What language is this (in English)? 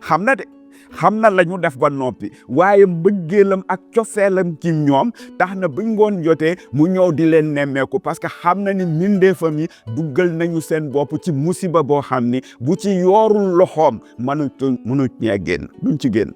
Wolof